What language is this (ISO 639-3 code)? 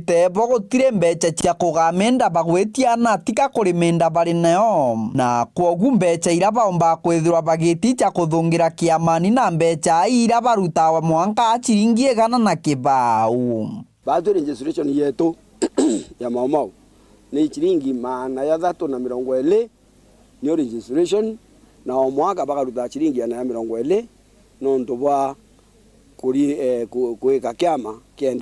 mer